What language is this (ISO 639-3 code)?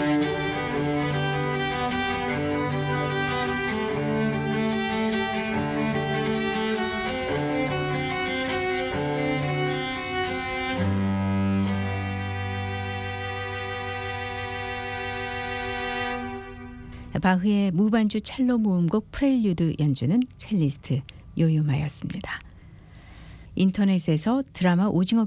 kor